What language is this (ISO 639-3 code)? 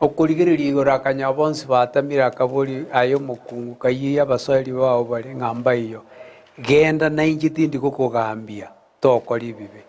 guz